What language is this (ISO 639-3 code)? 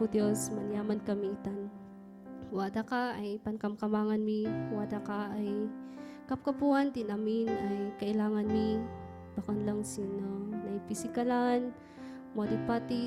kne